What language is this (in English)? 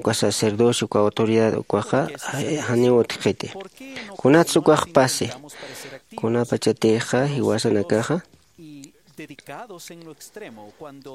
Aymara